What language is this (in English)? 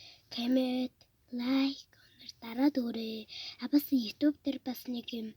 Mongolian